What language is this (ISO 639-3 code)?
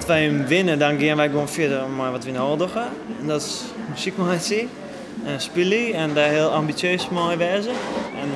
fry